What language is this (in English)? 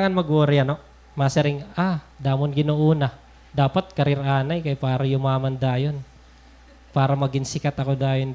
Waray